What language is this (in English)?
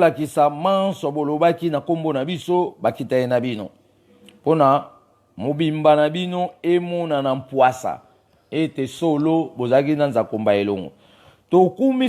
Lingala